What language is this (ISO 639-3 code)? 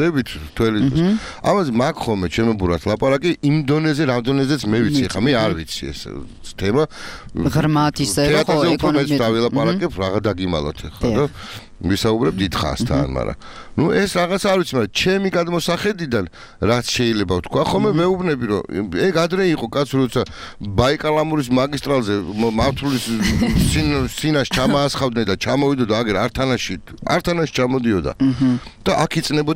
kat